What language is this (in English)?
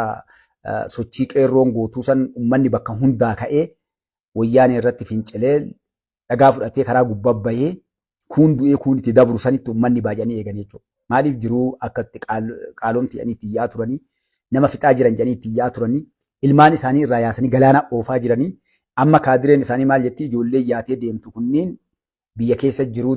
Oromo